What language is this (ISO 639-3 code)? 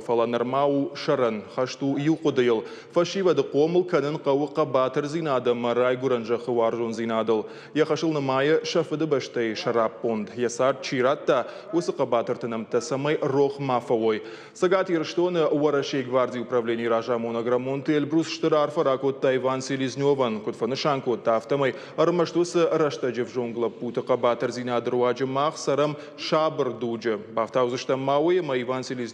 oss